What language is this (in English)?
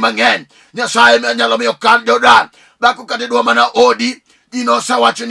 Luo (Kenya and Tanzania)